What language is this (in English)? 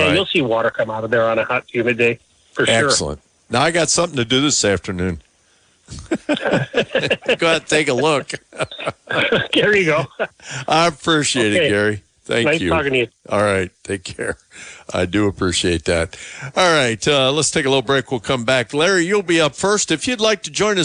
English